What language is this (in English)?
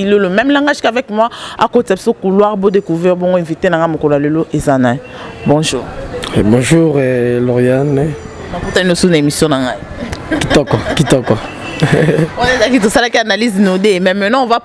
Lingala